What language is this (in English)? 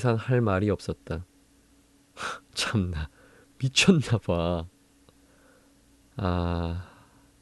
Korean